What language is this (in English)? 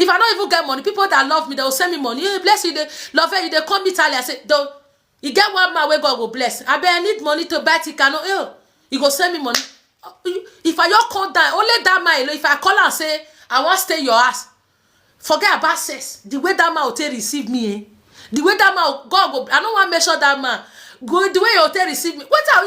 Nigerian Pidgin